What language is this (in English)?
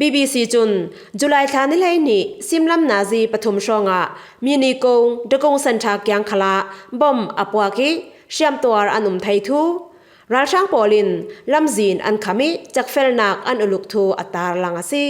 Falam Chin